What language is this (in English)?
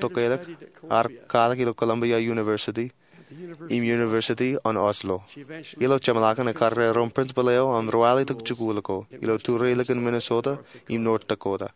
Marshallese